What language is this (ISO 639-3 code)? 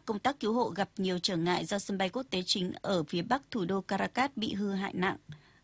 vie